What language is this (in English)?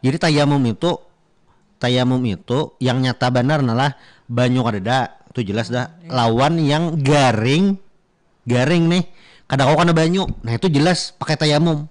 Banjar